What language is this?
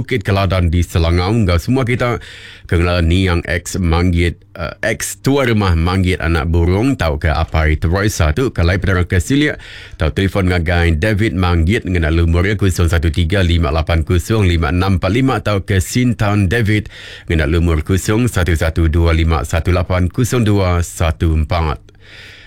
Iban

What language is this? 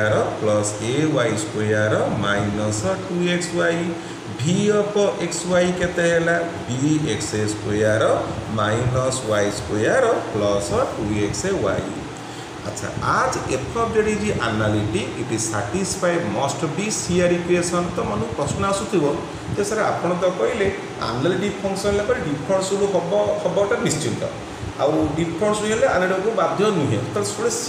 Odia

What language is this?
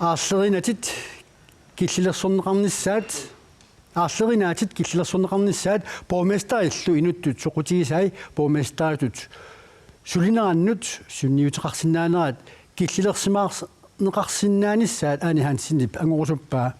Kalaallisut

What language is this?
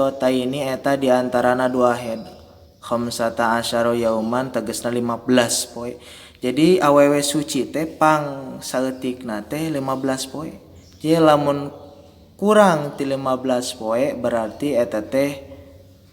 Sundanese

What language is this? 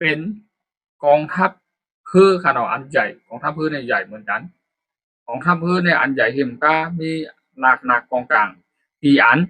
Shan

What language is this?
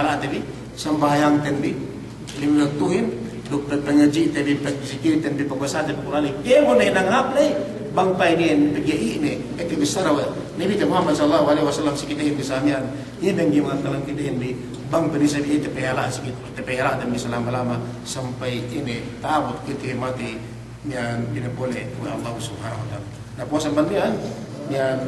Yakan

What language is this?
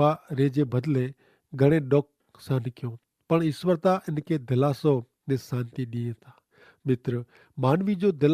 Kachhi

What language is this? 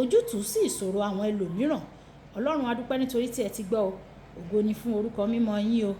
Yoruba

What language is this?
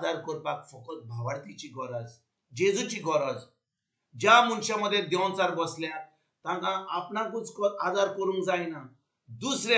Konkani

